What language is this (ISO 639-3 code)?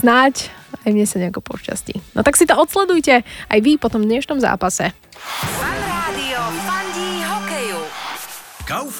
slk